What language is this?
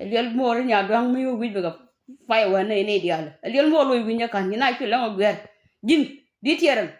Nuer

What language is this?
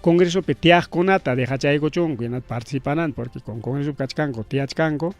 Ayacucho Quechua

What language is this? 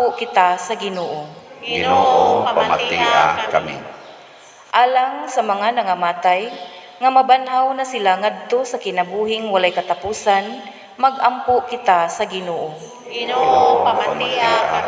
Cebuano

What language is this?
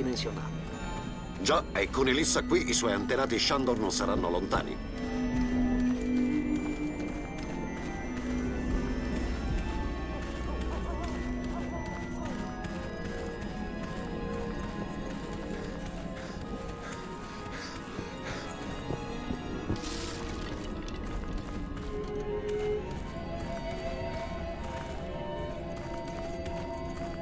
Italian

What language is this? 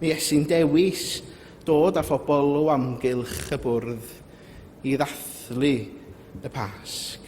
Welsh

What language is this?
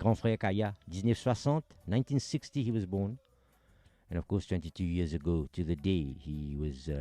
Morisyen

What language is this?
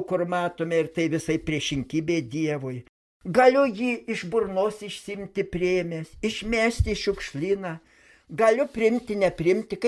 Lithuanian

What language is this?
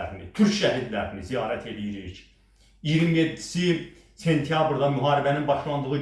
Azerbaijani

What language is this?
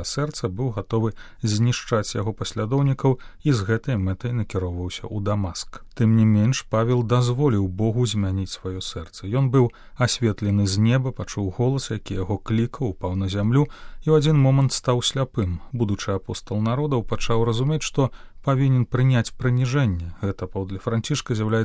Belarusian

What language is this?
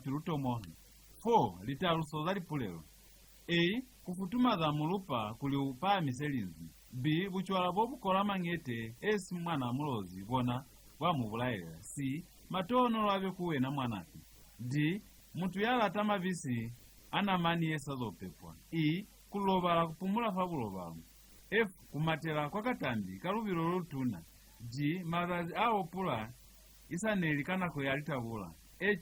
Lozi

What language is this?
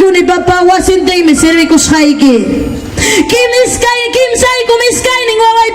Ayacucho Quechua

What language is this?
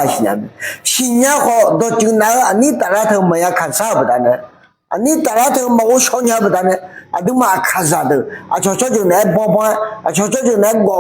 Akha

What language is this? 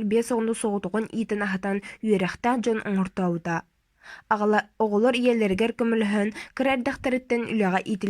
Yakut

